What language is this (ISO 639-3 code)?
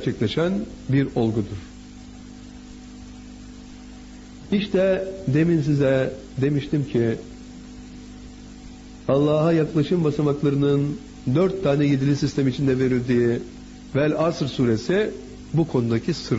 tur